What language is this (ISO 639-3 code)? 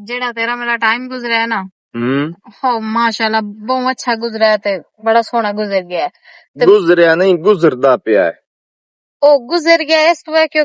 lah